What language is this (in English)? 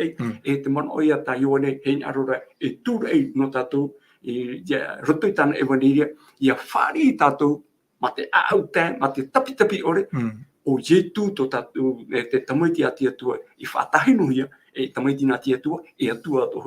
Tahitian